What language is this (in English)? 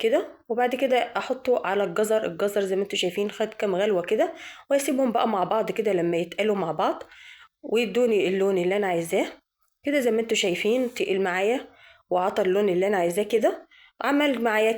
Egyptian Arabic